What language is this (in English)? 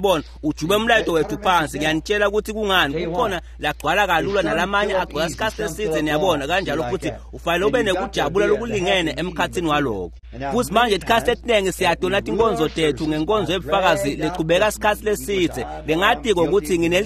Swati